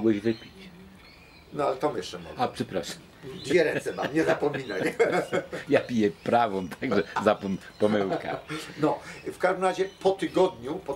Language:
Polish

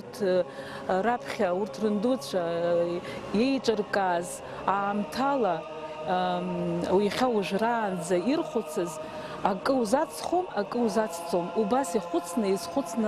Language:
Abkhazian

